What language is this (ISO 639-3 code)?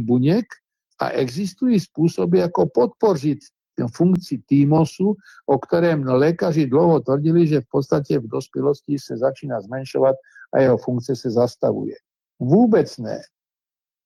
ces